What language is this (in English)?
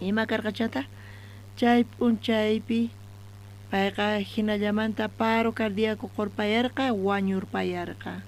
South Bolivian Quechua